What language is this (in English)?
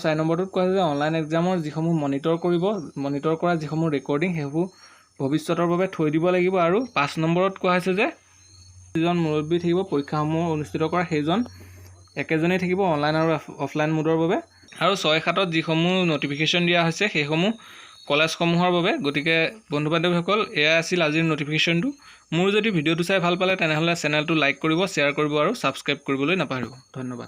Assamese